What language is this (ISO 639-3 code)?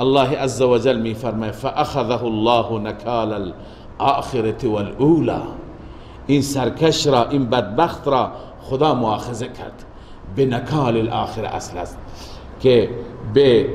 fas